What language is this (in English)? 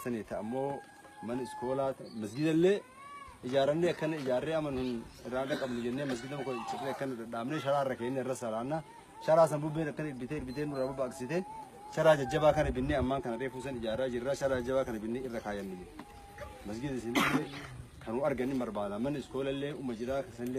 Oromo